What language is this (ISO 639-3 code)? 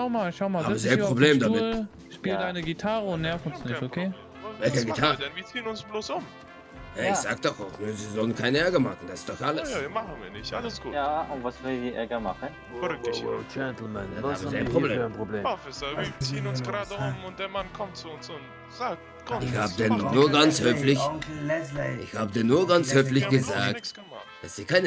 gsw